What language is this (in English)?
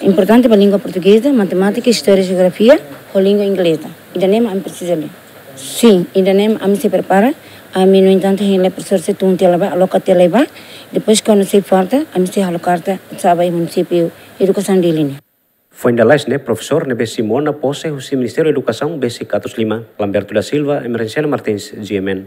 Tetum